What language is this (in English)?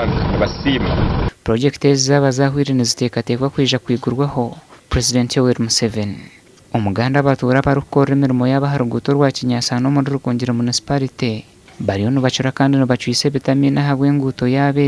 Nyankole